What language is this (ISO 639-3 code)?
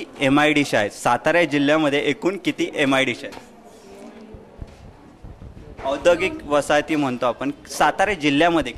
mar